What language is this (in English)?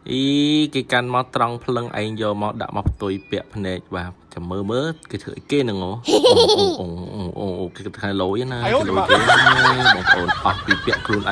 Khmer